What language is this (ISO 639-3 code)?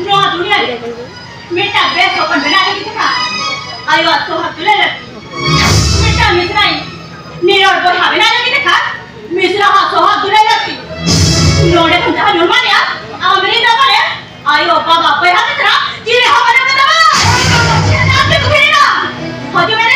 sat